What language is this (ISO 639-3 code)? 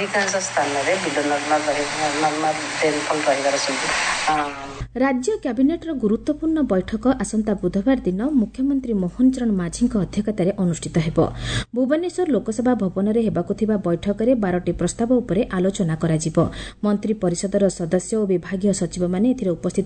ori